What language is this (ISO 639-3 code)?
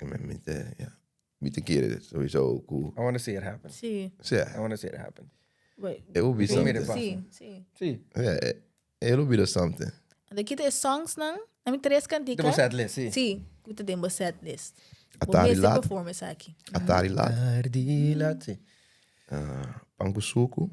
pap